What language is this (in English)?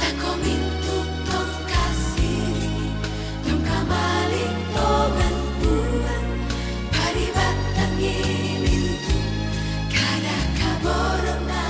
Toraja-Sa'dan